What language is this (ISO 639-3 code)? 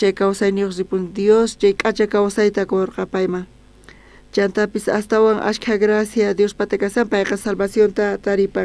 quh